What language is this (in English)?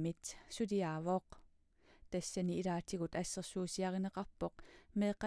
Kalaallisut